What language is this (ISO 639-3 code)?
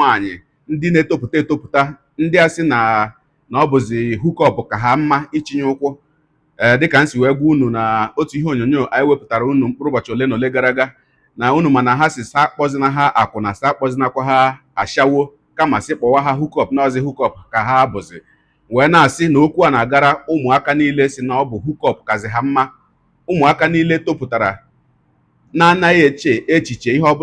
ibo